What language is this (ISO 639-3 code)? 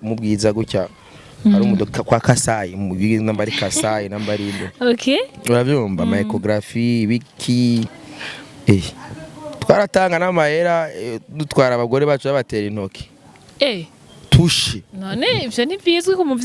run